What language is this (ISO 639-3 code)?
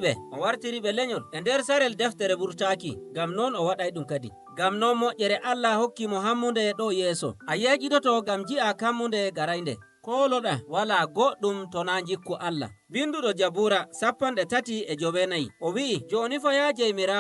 fuv